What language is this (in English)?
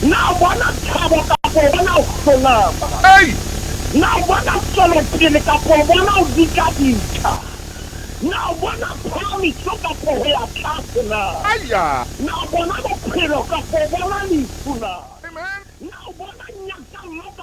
Southern Sotho